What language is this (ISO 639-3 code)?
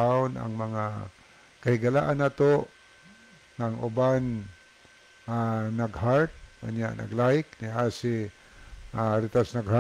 ceb